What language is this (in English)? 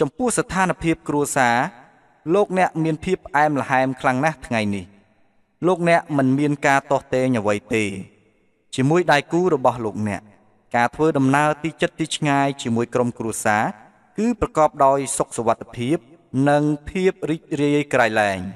Khmer